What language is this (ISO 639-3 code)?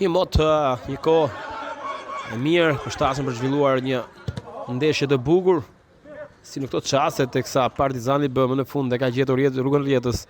sqi